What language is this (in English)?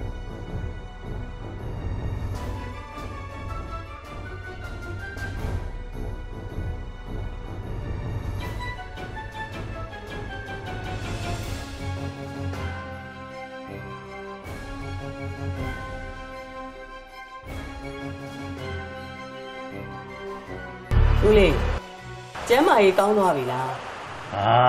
Burmese